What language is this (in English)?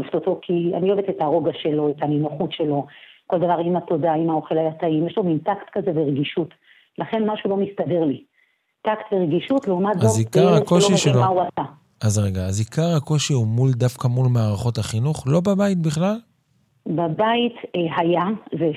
Hebrew